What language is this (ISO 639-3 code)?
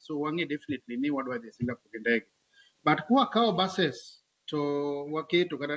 luo